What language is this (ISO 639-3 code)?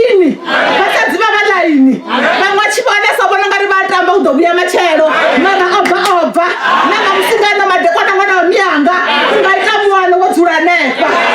ven